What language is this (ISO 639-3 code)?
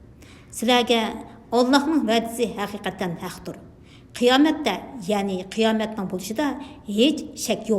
uig